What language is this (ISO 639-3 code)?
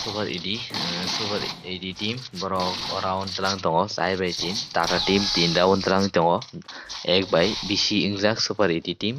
trp